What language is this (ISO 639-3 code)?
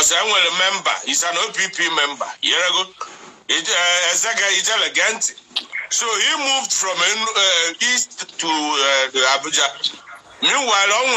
ibo